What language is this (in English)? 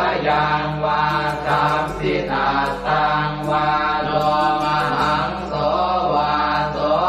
Pali